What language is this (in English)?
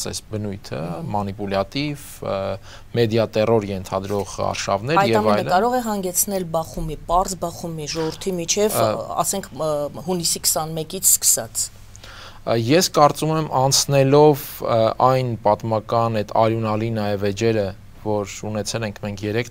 Armenian